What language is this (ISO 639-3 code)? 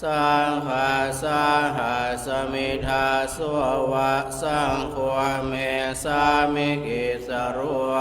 pli